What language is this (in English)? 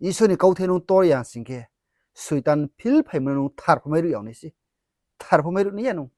Riang (India)